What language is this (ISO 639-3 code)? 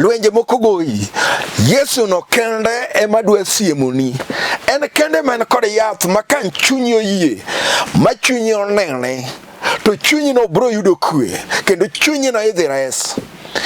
luo